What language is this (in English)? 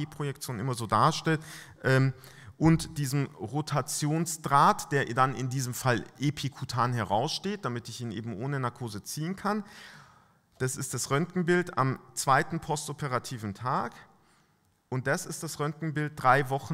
German